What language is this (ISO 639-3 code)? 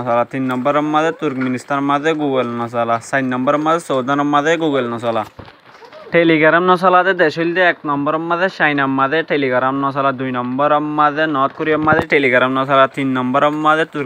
rhg